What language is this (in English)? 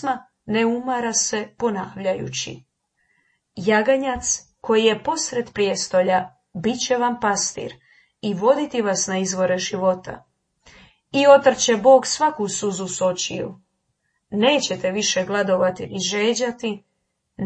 Croatian